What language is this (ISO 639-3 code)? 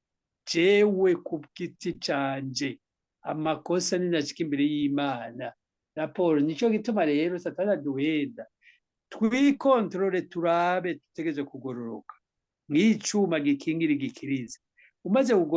run